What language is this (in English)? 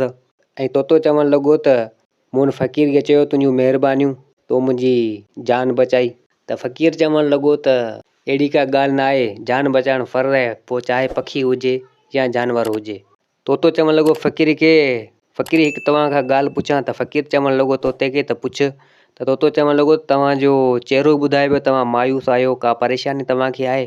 Sindhi